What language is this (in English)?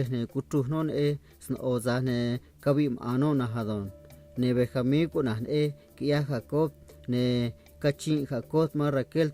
Copala Triqui